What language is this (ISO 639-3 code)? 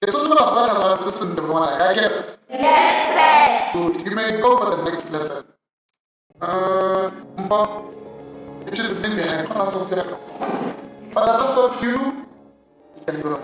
tsn